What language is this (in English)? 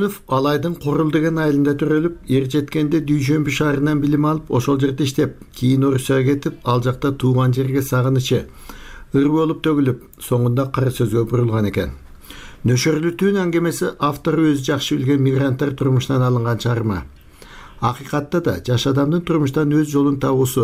Kyrgyz